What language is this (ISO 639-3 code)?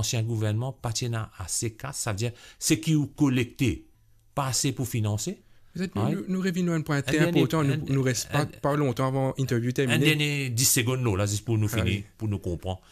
mfe